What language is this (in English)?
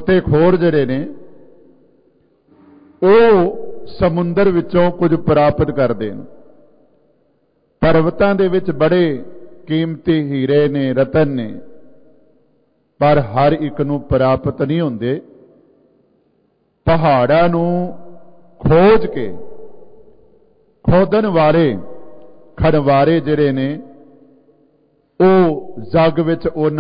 Punjabi